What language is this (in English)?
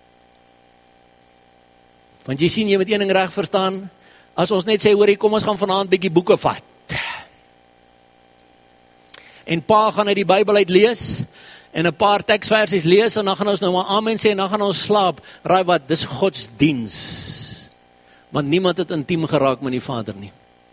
Afrikaans